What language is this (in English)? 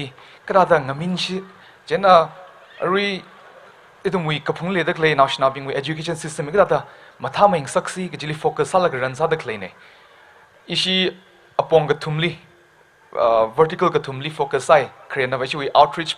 Tangkhul Naga (India)